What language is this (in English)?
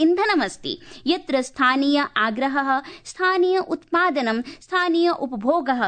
Sanskrit